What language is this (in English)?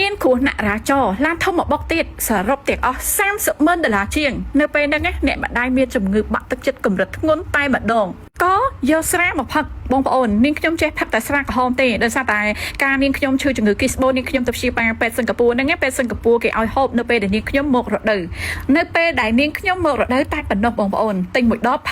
Khmer